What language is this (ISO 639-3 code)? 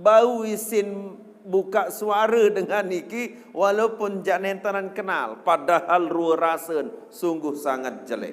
sas